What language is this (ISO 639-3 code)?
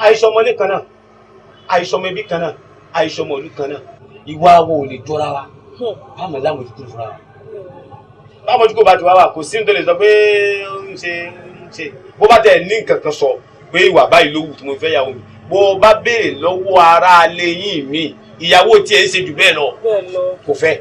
yor